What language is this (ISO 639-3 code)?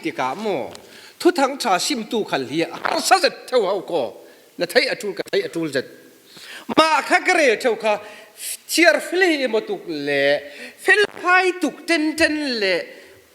cfm